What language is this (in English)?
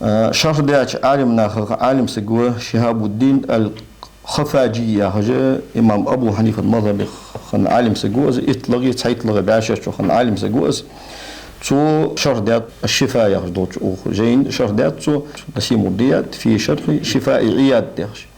Ingush